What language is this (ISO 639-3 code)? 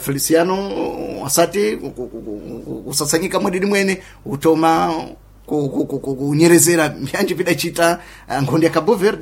seh